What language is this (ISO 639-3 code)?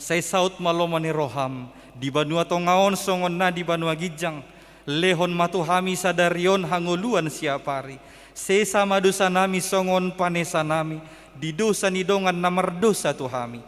bbc